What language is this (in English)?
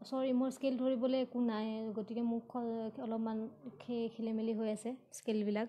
Assamese